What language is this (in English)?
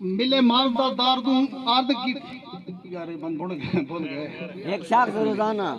Saraiki